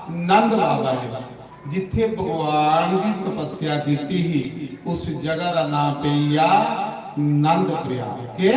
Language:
Dogri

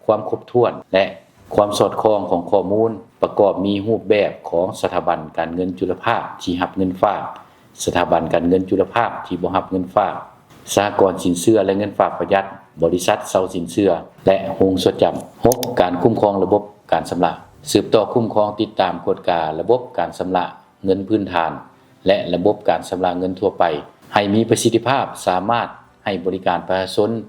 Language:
Lao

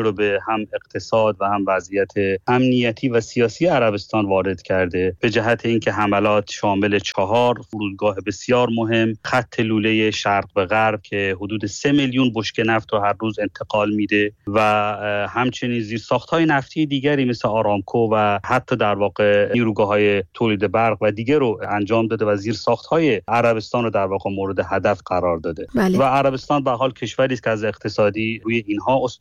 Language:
Persian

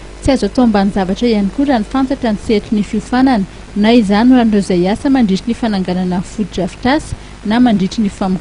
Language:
Malagasy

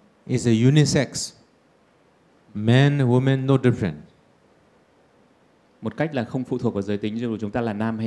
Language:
Vietnamese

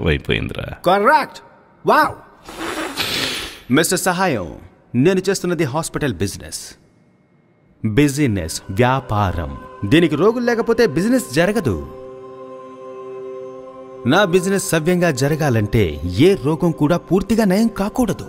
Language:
Telugu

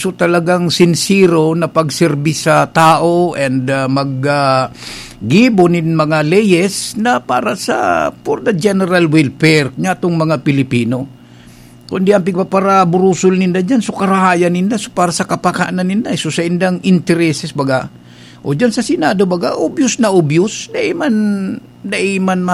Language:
Bikol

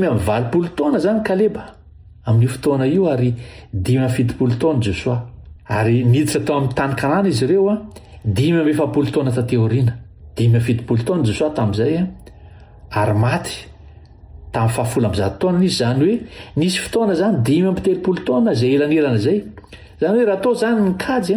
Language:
Malagasy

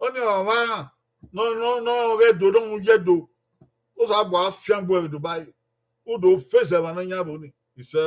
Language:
Bini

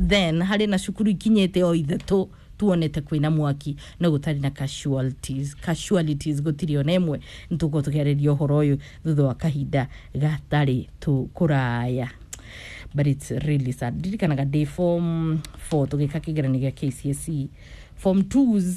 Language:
Kikuyu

